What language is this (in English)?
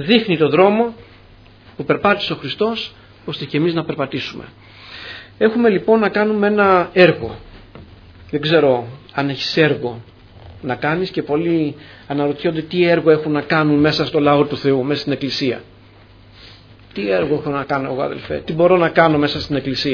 Greek